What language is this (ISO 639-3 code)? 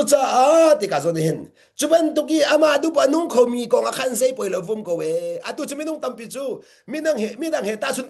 cnh